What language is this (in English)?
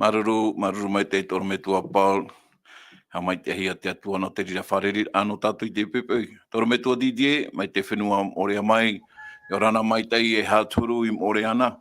Tahitian